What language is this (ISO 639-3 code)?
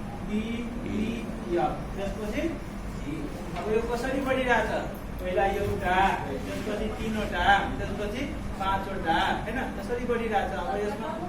nep